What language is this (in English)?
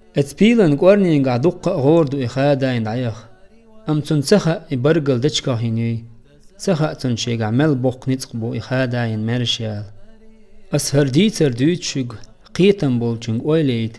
Chechen